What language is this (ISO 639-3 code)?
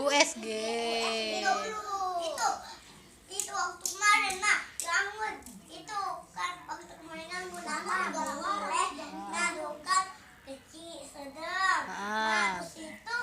mui